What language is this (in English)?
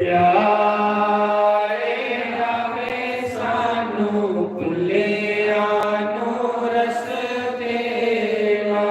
Dogri